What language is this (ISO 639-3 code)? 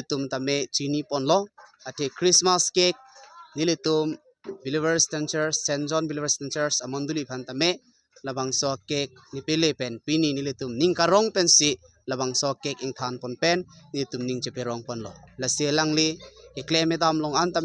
mjw